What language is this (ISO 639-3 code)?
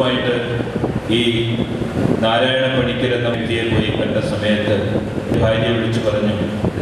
mal